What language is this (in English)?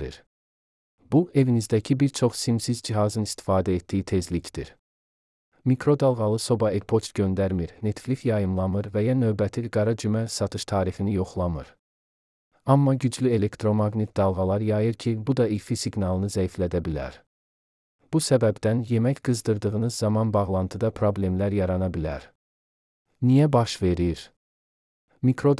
Azerbaijani